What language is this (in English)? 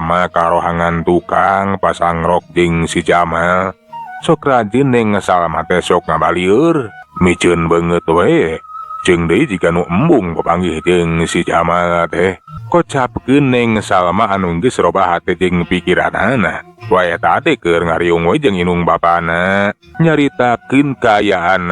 Sundanese